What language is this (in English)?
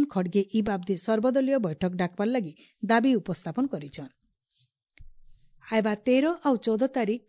Odia